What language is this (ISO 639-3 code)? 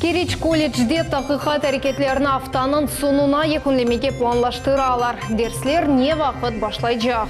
crh